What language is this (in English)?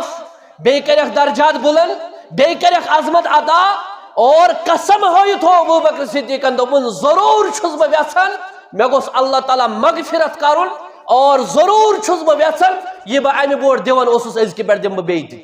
Kashmiri